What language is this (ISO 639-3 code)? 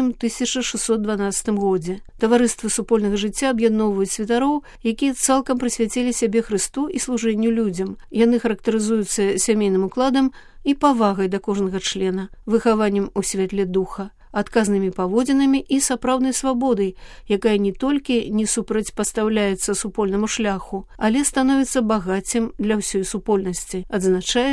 bel